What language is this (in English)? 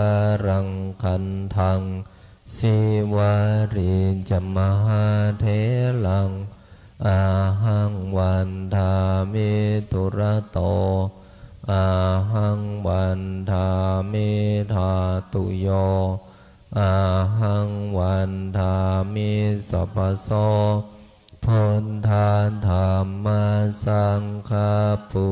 Pali